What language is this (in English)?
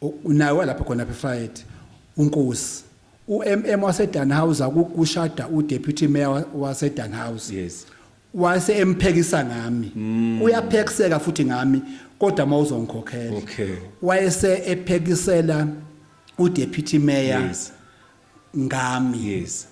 Zulu